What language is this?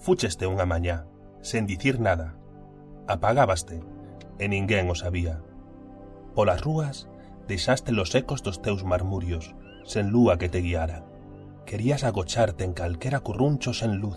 Galician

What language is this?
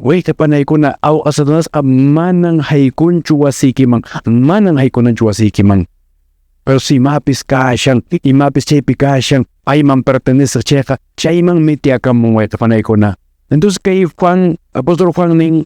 Quechua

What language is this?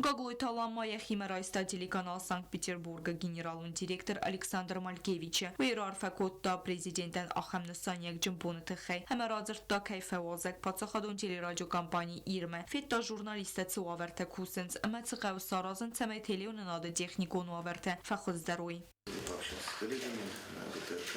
Ossetic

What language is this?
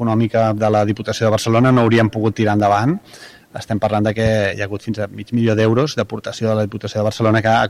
Catalan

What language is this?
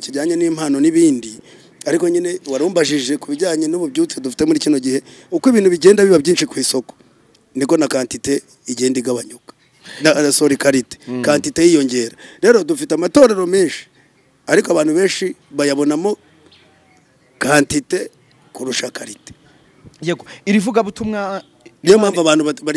Kinyarwanda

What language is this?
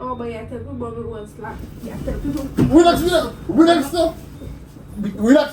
Jamaican Creole English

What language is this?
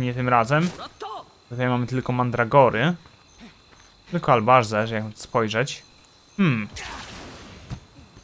Polish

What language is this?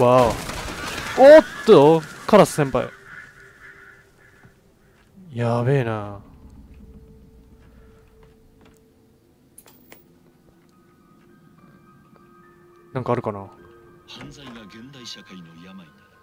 Japanese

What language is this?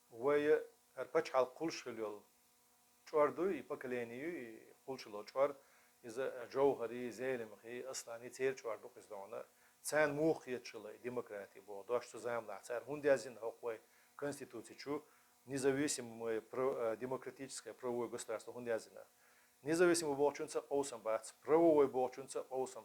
Chechen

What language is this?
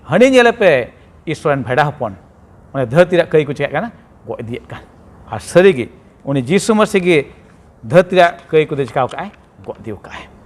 Santali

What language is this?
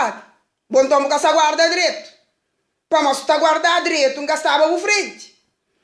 Kabuverdianu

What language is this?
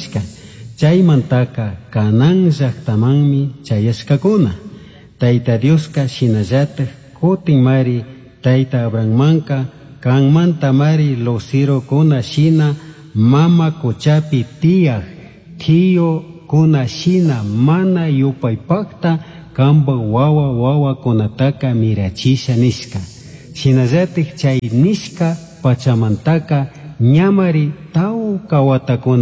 Chimborazo Highland Quichua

